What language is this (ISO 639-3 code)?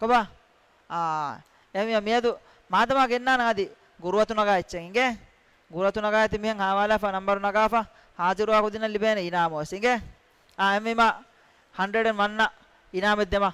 div